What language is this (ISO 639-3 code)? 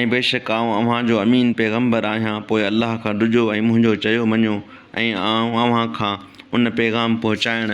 snd